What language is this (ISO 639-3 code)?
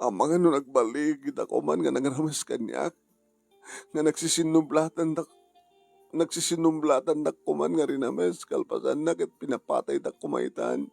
ilo